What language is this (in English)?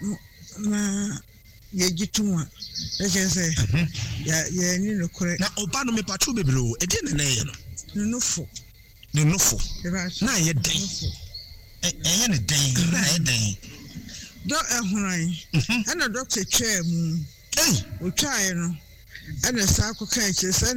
Akan